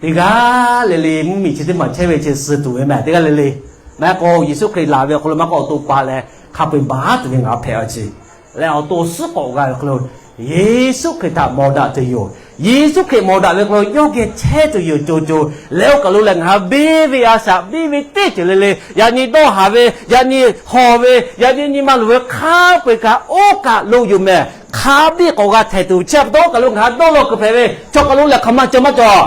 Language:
Lahu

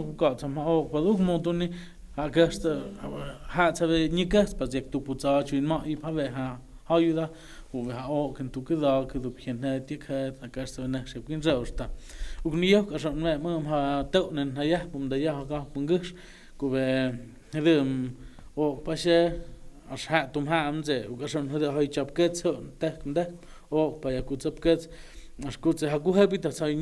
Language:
Totontepec Mixe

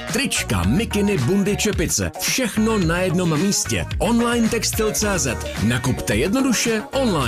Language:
Czech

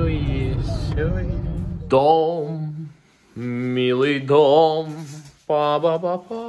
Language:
Russian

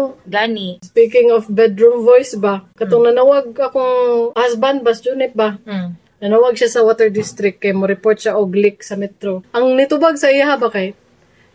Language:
Cebuano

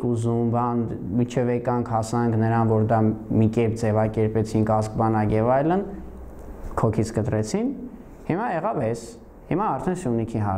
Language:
Armenian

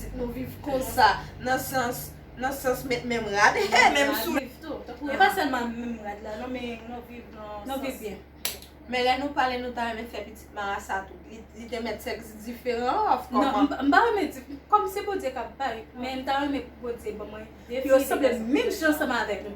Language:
Haitian Creole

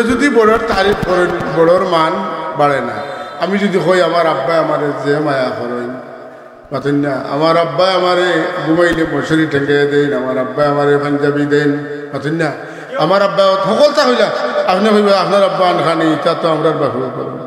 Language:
Sylheti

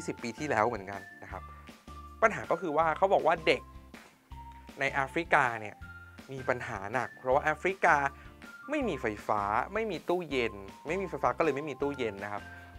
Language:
Thai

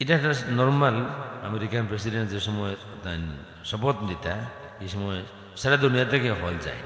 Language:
Sylheti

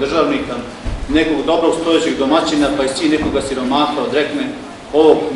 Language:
Serbian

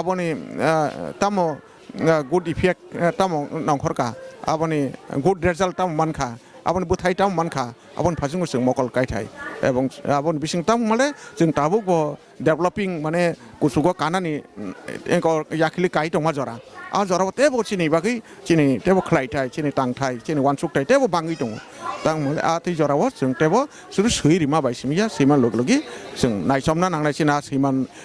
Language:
Kok Borok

